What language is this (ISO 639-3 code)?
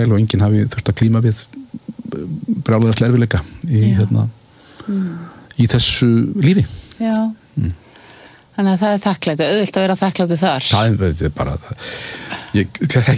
isl